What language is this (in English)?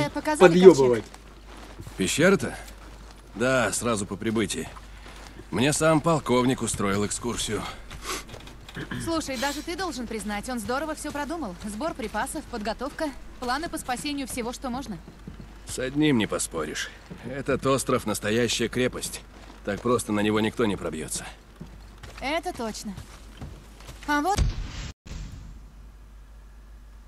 Russian